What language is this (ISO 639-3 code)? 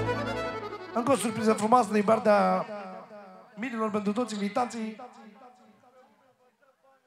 ron